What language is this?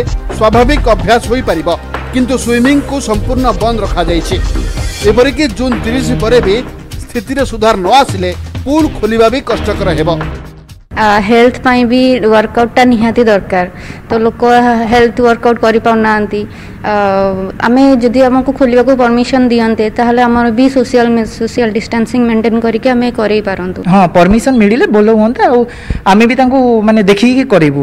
Odia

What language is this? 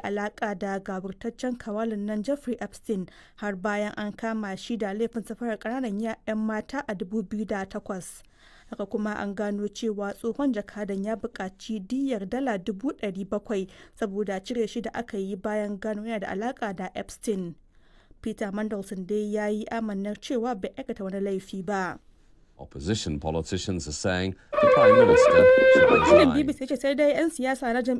Hausa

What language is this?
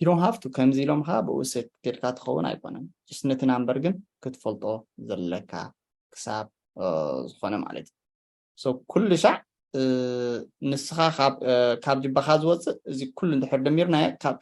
Tigrinya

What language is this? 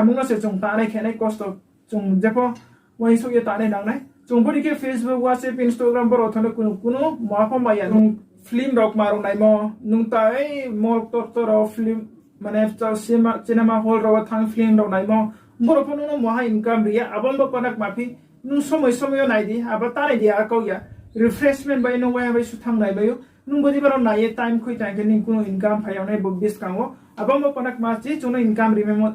Riang (India)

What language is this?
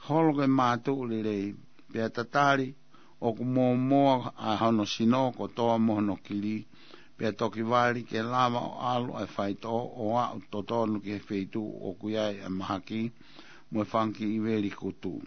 Tongan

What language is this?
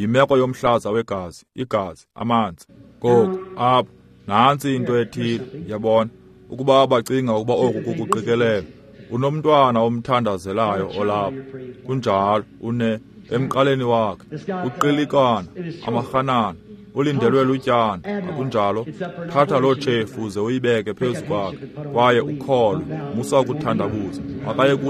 Xhosa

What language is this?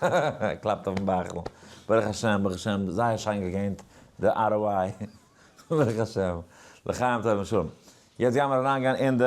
Yiddish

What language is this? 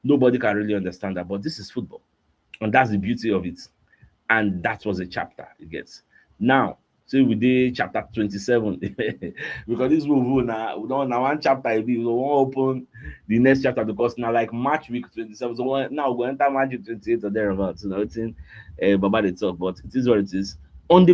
Nigerian Pidgin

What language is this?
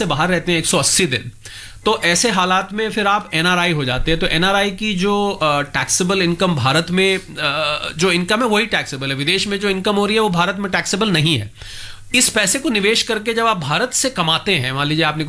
Hindi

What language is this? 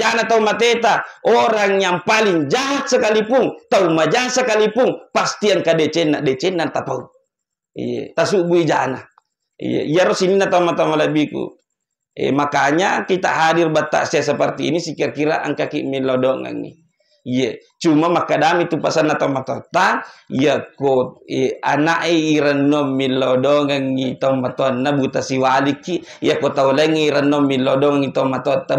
Buginese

